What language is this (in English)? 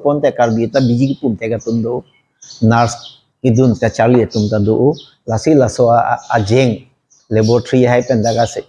Karbi